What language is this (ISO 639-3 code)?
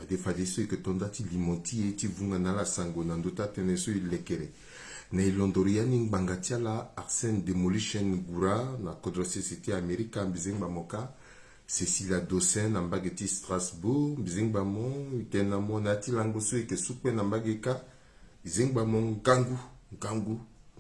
sag